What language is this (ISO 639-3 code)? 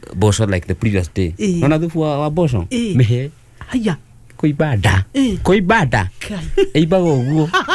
kik